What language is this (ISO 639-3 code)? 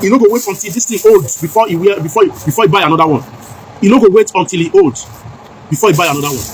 pcm